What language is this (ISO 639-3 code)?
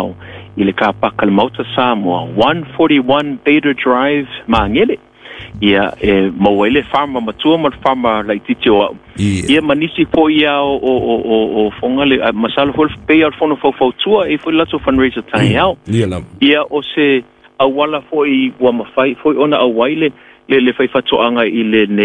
smo